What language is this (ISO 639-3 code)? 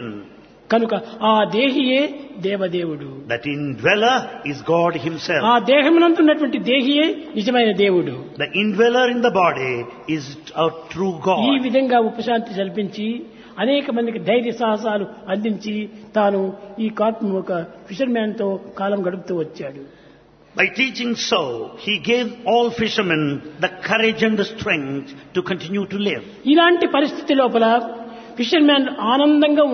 tel